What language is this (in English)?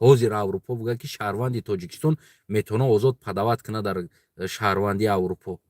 Tajik